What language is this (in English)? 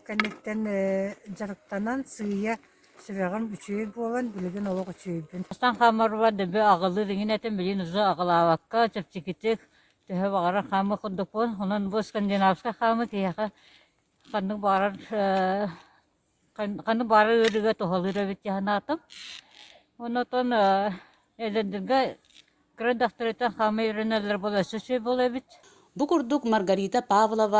Yakut